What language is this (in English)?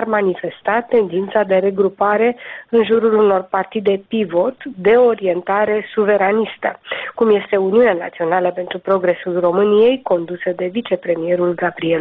Romanian